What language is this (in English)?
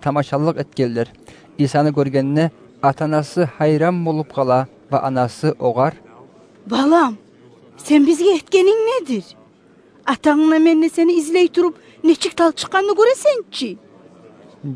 Kumyk